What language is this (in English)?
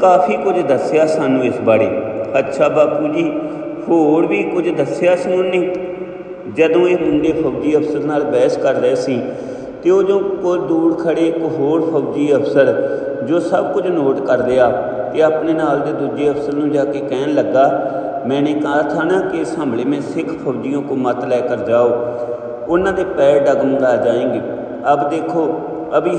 Punjabi